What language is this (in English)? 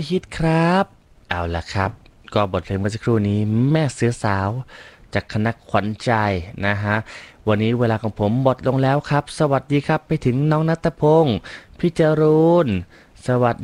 Thai